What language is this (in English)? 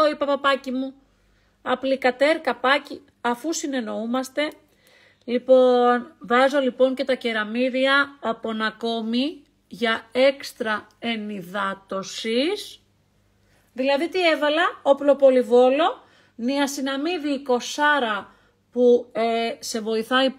Greek